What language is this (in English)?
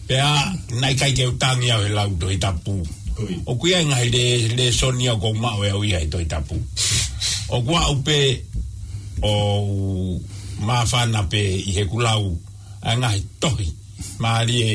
Tongan